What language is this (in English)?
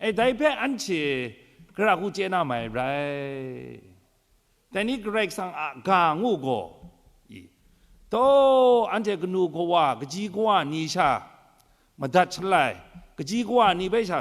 Kachin